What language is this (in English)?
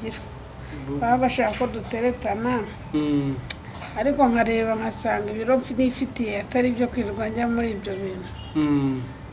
Kinyarwanda